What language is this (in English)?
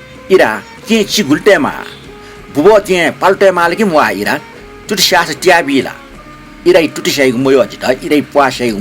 Newari